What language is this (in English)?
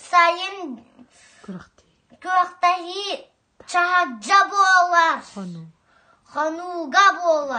Yakut